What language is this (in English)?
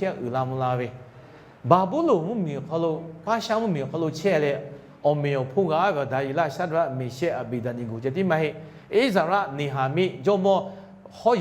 Lahu